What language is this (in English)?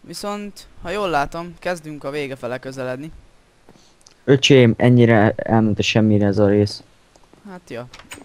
Hungarian